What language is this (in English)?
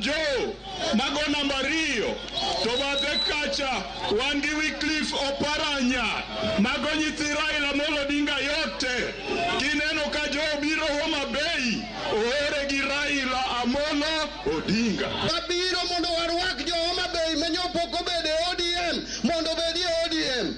Luo (Kenya and Tanzania)